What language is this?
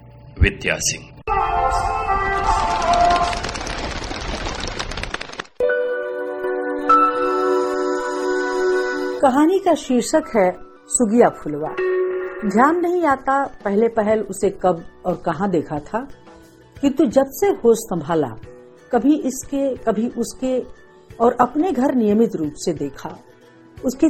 Hindi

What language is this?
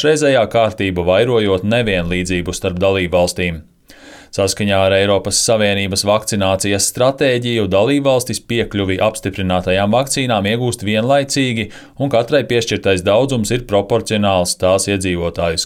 Latvian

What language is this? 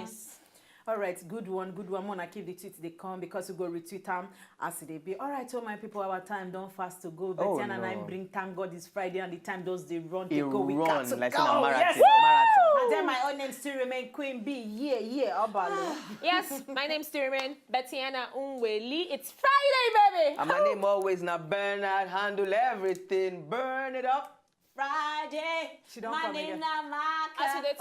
Nigerian Pidgin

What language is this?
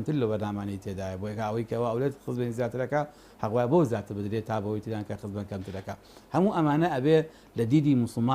Central Kurdish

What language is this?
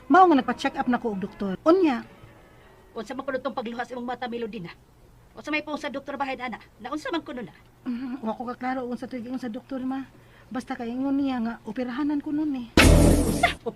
Cebuano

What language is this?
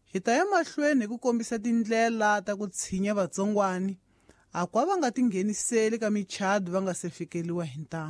Tsonga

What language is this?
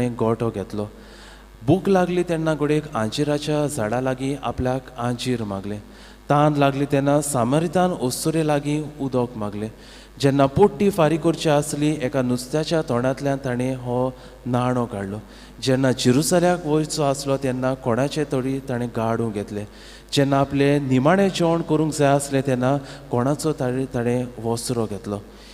Konkani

